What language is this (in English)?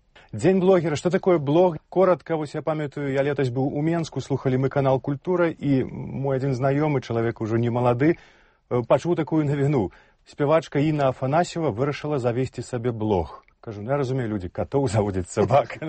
Belarusian